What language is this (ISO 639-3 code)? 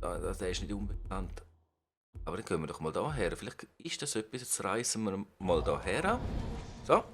gsw